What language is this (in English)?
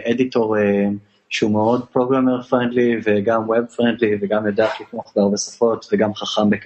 Hebrew